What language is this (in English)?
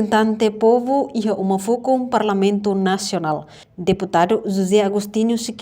Tetum